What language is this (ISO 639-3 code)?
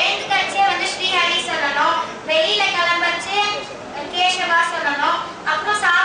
tam